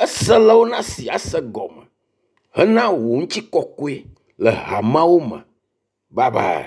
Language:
Ewe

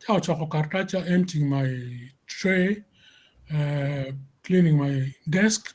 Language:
Acoli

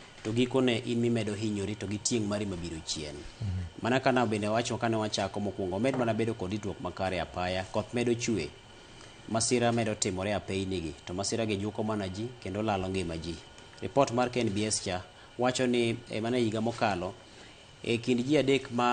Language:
Luo (Kenya and Tanzania)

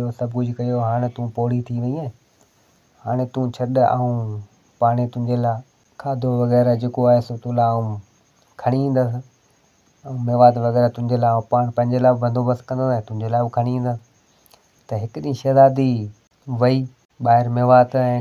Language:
Sindhi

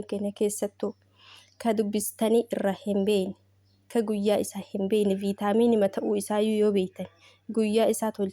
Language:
Oromo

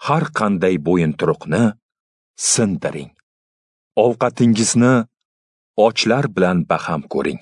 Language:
Uzbek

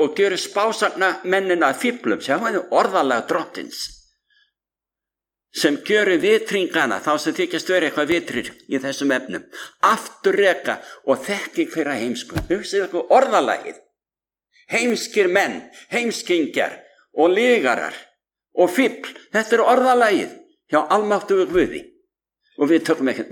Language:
Icelandic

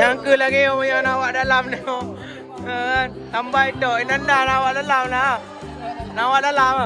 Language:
Achinese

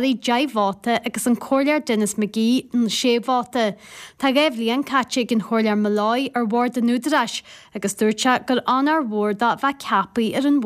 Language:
Irish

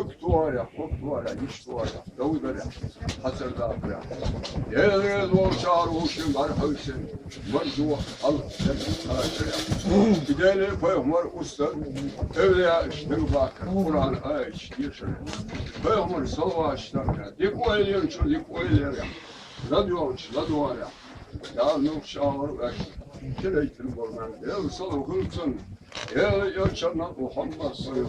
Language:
Chechen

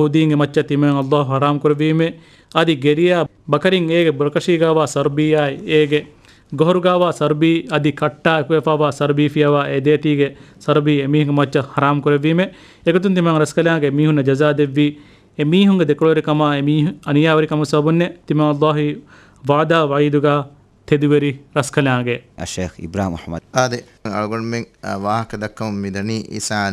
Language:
Divehi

